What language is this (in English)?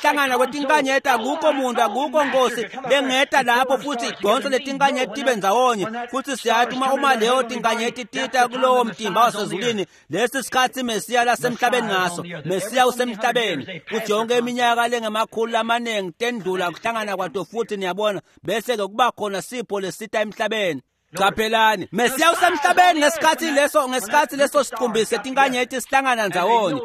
Swati